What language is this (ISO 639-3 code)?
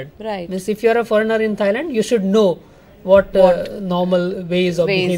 eng